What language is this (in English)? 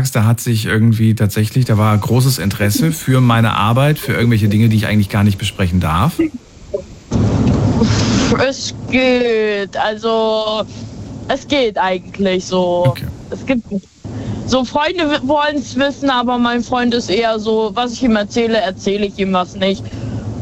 German